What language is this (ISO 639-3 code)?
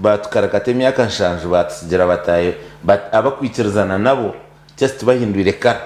nyn